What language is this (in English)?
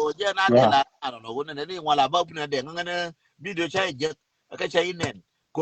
Nuer